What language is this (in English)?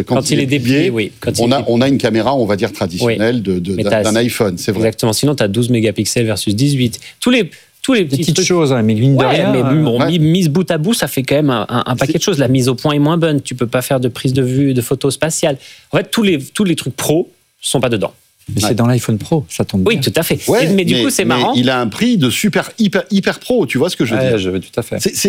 French